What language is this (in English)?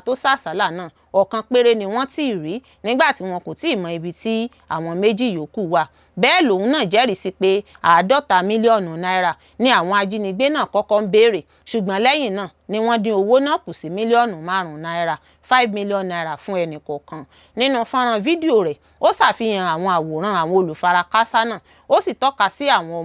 Yoruba